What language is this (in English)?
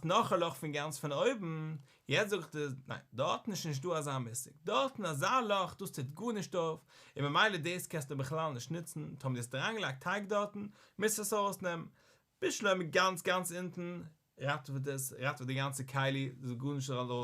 Yiddish